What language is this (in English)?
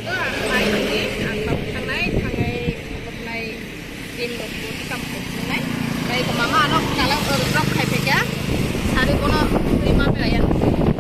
Kok Borok